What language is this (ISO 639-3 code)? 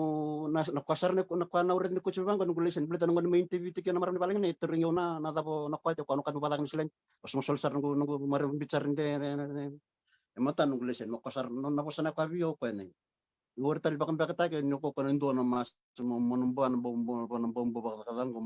fij